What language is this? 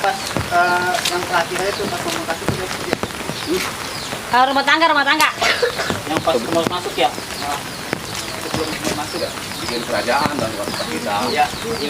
Betawi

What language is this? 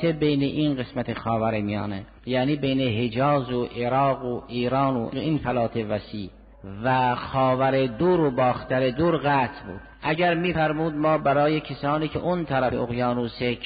Persian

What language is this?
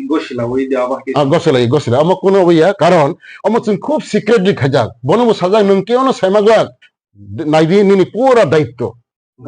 Kok Borok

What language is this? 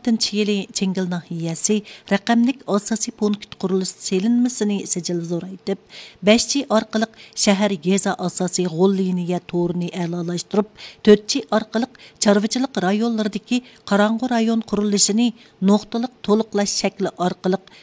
Uyghur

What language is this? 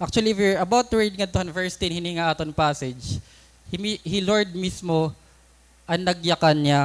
Waray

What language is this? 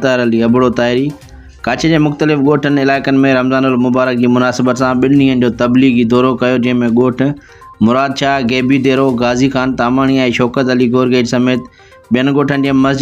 Sindhi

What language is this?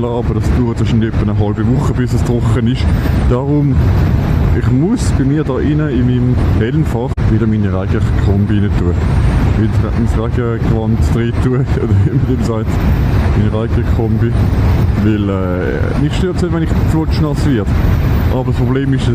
Swiss German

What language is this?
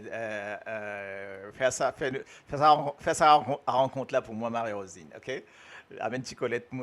Morisyen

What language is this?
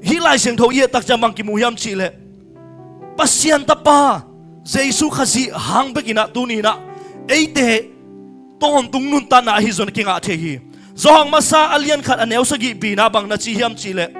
Tedim Chin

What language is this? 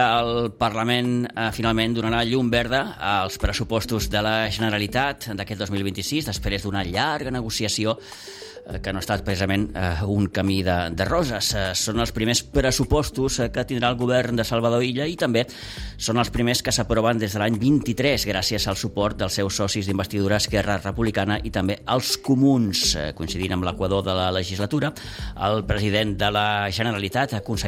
Catalan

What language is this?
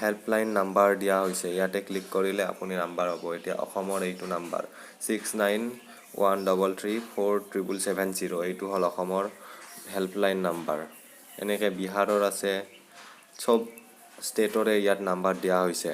Assamese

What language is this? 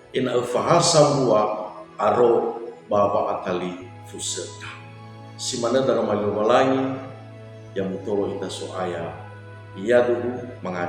Nias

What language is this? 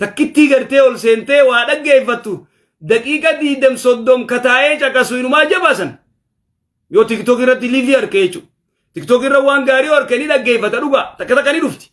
Oromo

